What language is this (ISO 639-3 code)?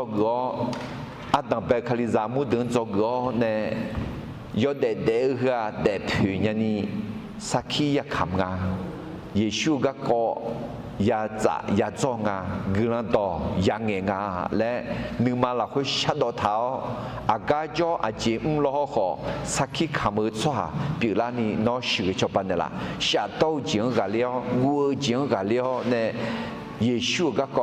ahk